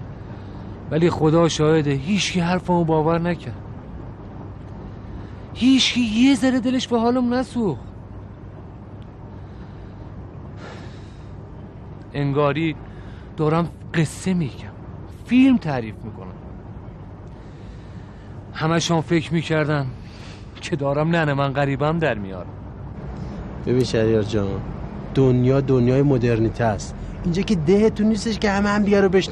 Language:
Persian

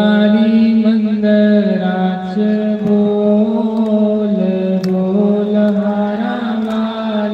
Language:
Dogri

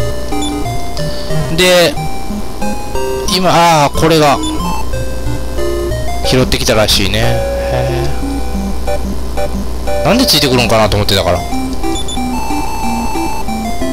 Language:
Japanese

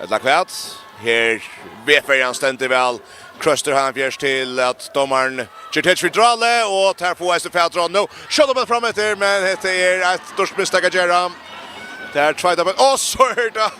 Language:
Faroese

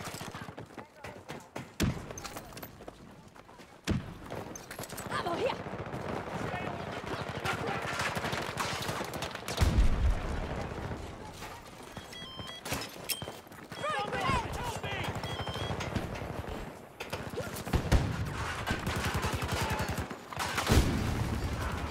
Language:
English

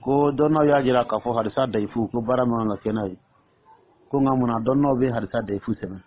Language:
Dyula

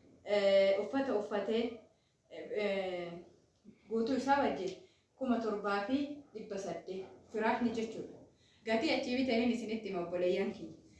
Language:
Oromo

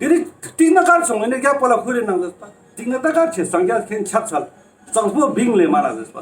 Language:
Ladakhi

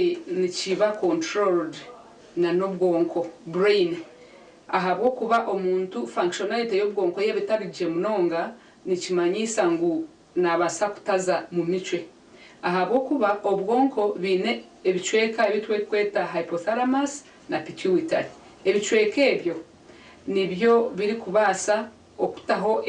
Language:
Nyankole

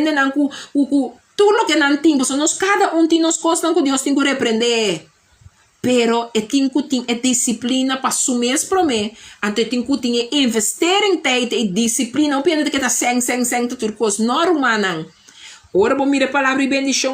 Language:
Papiamento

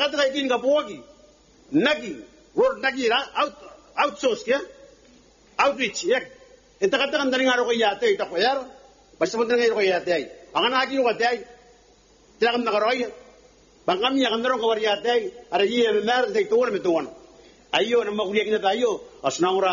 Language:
Gilbertese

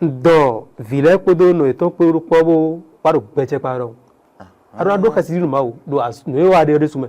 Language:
Fon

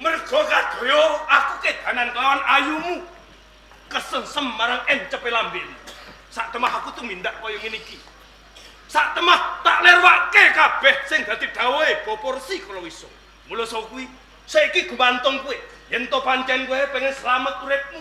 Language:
Javanese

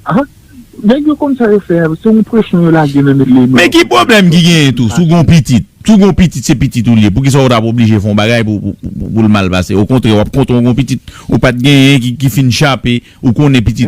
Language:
Haitian Creole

